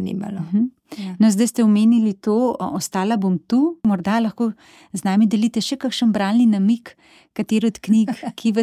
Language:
Slovenian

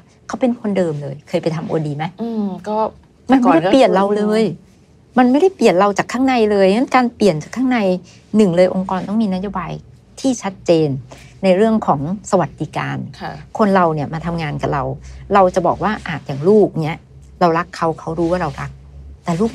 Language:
Thai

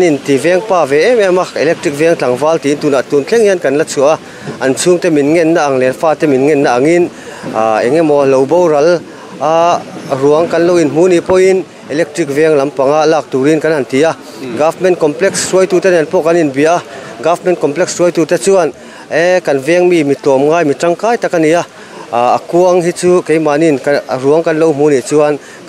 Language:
Mizo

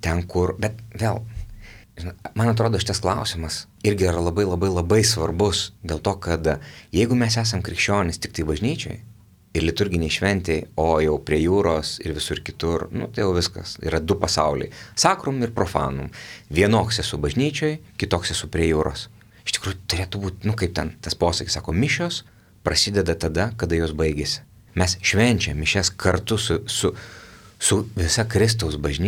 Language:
Lithuanian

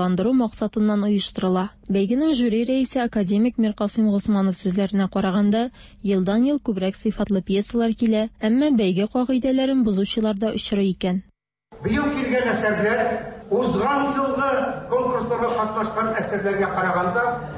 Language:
Tatar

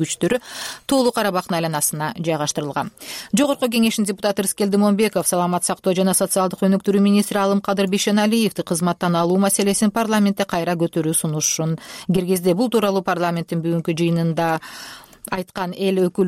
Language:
Kyrgyz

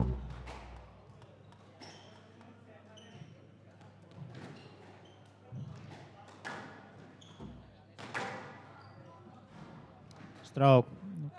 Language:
Finnish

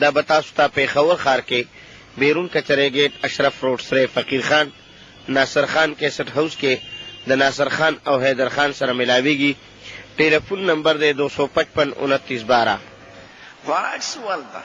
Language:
Pashto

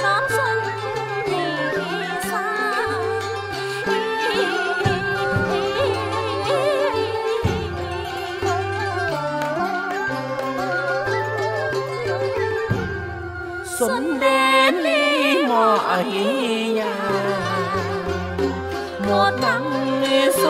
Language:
Vietnamese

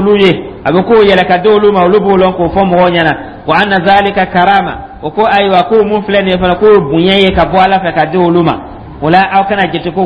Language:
Dyula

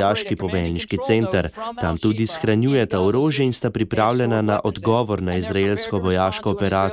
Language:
Slovenian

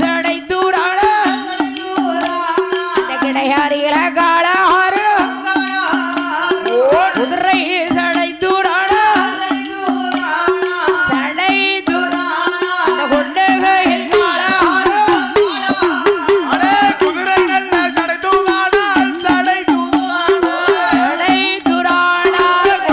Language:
Tamil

